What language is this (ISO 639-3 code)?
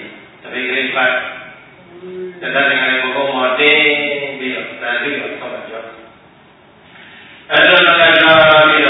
mya